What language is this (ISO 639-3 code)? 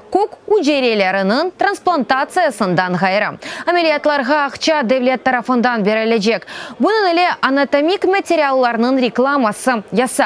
crh